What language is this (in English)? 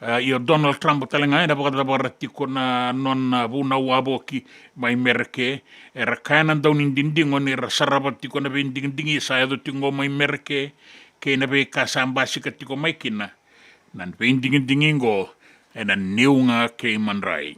Fijian